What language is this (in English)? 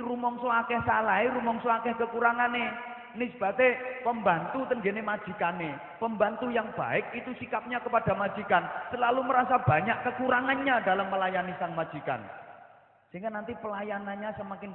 Javanese